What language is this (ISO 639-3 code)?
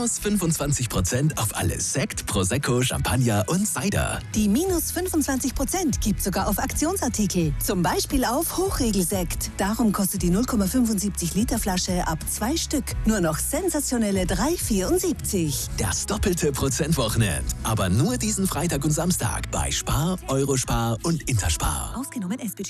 deu